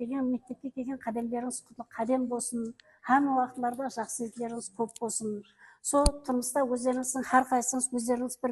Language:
Kara-Kalpak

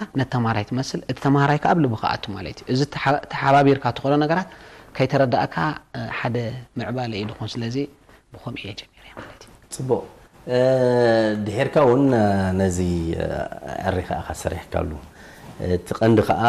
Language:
Tigrinya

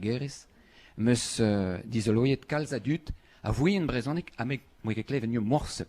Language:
Breton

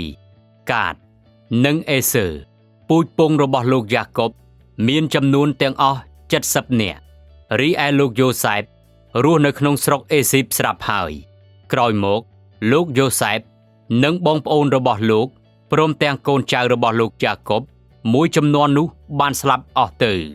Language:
Khmer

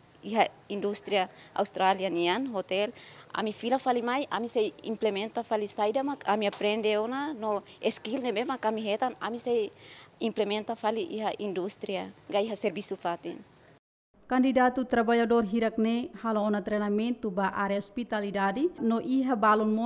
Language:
Tetum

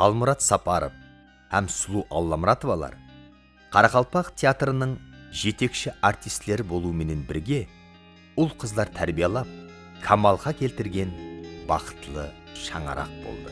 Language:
Kara-Kalpak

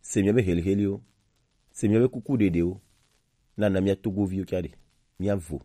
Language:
Gen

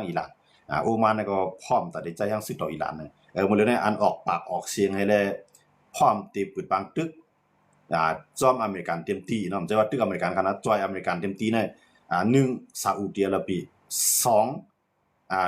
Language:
Shan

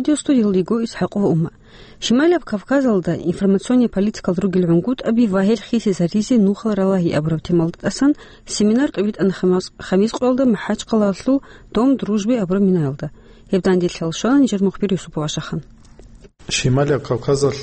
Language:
Avaric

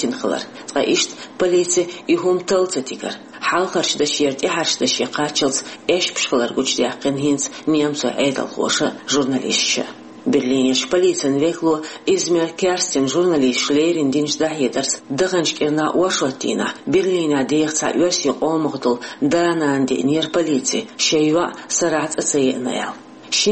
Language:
Chechen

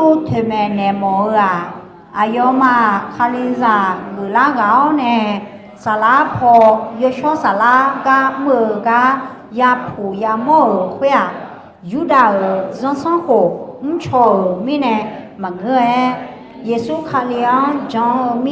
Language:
Akha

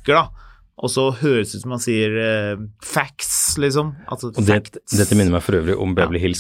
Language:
Norwegian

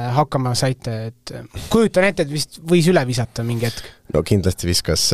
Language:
Estonian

